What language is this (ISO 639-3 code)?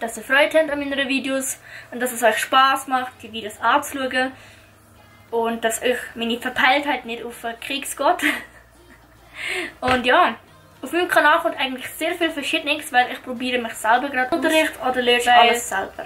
gsw